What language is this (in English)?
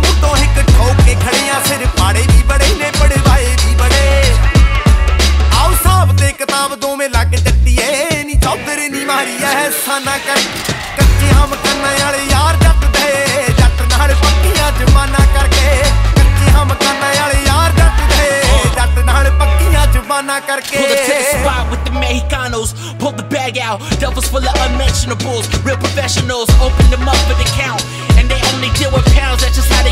Punjabi